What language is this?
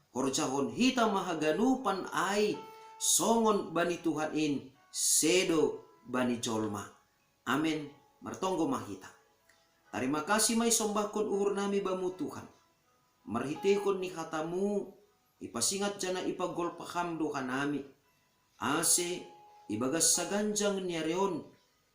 Batak Simalungun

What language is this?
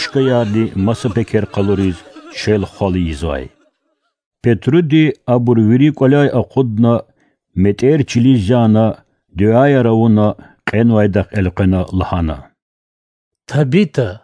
Lezghian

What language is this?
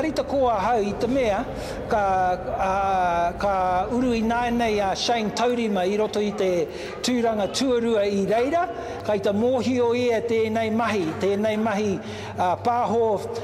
Māori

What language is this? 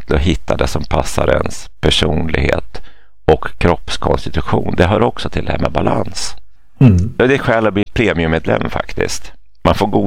Swedish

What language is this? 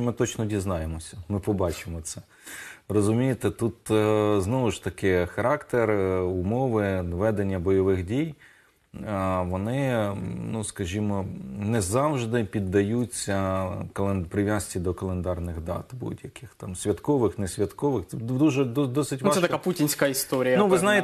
Ukrainian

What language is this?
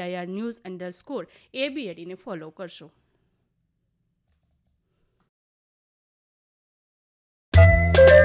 Gujarati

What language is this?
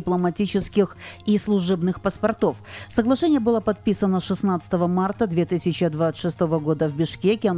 Russian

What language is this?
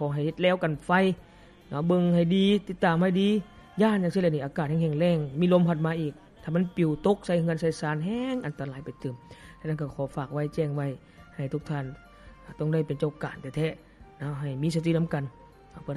Lao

